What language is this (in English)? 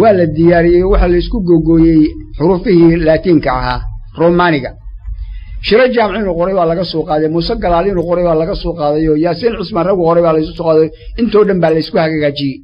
Somali